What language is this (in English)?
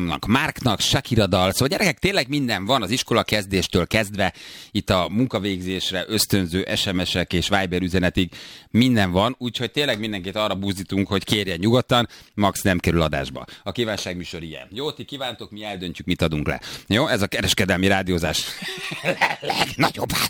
Hungarian